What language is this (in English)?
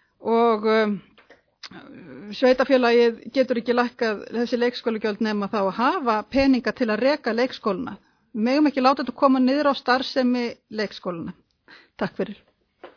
Icelandic